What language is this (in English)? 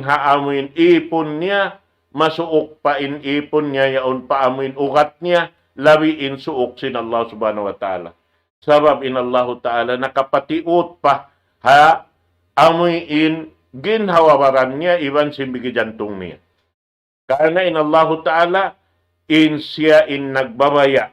Tausug